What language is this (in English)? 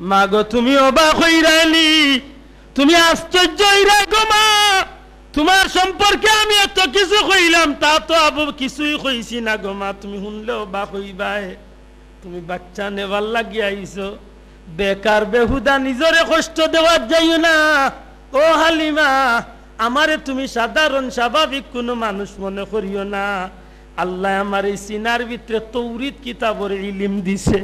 Sylheti